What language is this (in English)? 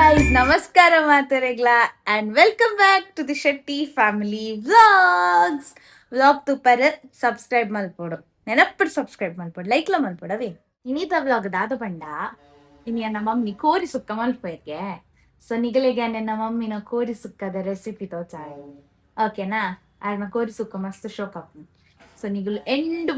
Tulu